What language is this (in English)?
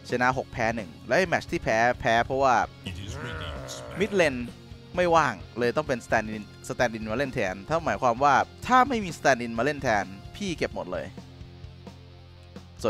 Thai